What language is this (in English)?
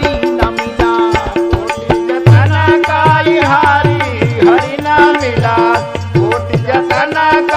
Bhojpuri